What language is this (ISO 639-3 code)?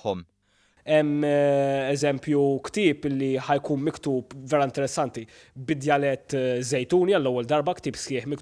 mlt